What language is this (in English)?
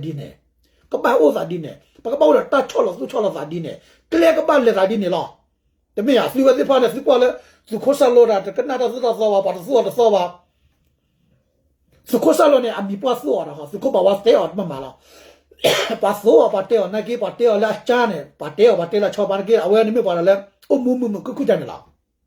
S'gaw Karen